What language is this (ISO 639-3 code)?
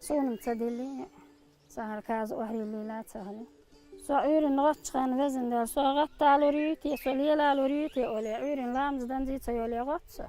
che